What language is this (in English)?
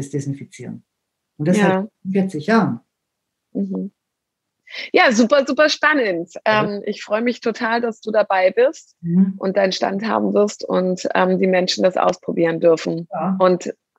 German